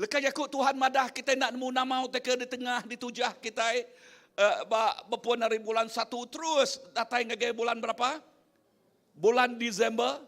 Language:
Iban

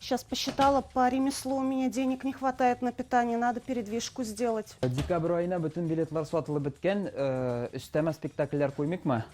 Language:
Tatar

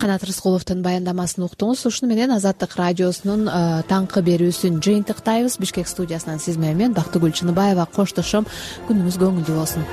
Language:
Kyrgyz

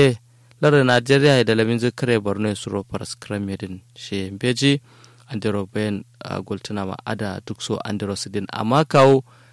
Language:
Kanuri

